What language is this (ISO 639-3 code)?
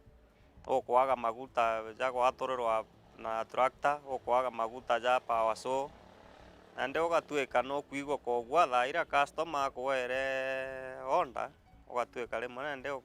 mer